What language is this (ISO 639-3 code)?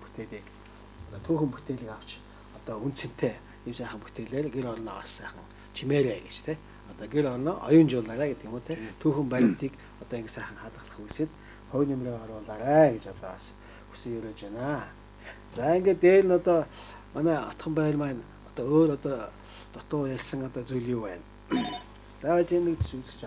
mon